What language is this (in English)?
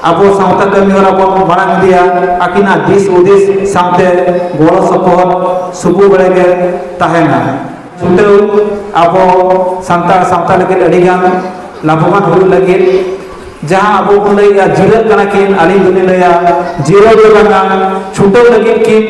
Santali